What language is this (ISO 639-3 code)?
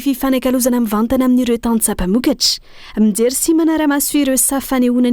mlg